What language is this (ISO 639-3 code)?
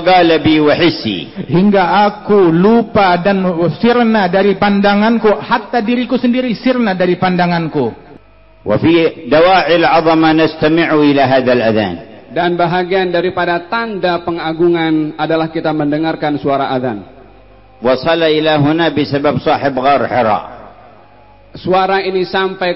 msa